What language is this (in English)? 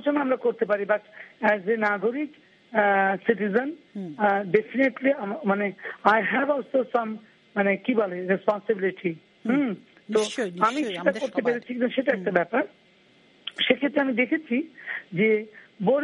Bangla